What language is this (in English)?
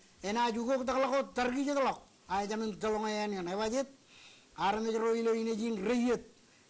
Marshallese